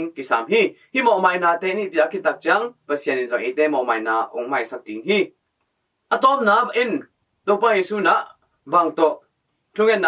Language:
Tedim Chin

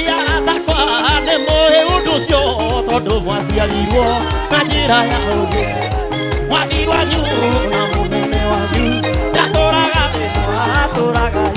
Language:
Kikuyu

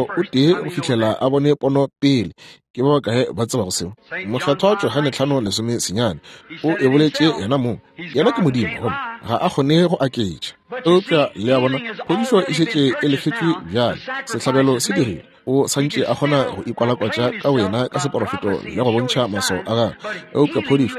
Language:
Northern Sotho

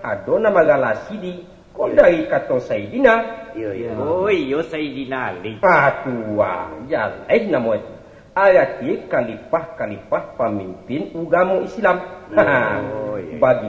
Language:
Minangkabau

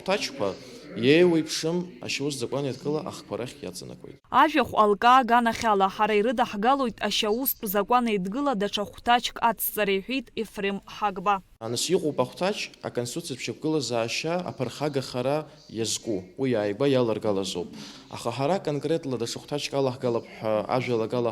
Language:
Abkhazian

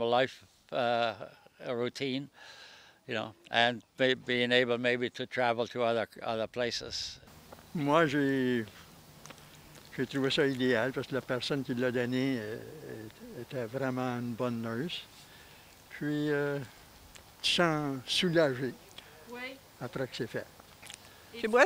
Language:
French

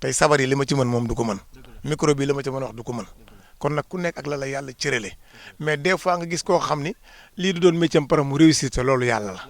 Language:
Wolof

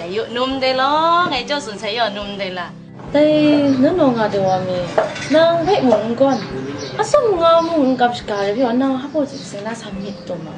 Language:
Kachin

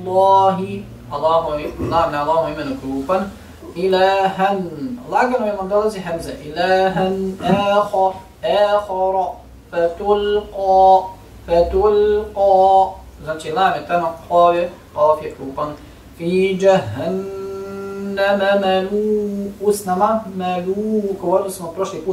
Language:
Bosnian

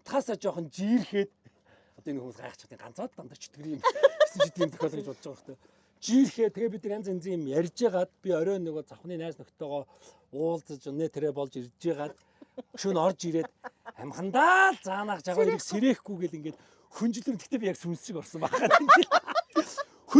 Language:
Mongolian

